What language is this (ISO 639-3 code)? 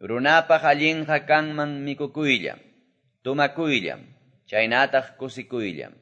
que